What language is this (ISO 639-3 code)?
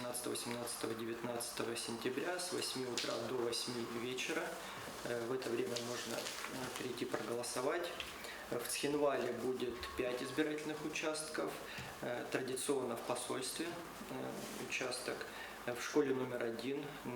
oss